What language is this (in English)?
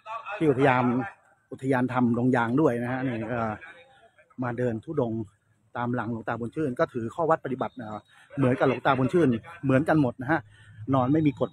Thai